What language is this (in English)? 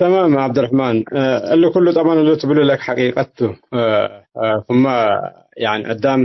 Tigre